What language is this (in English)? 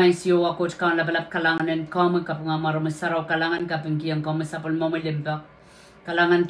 Pohnpeian